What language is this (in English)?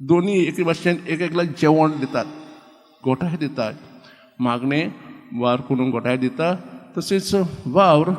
Konkani